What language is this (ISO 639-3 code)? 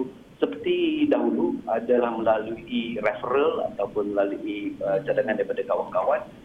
msa